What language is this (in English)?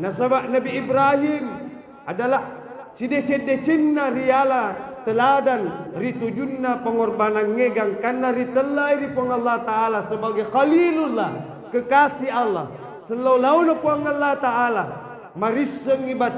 Buginese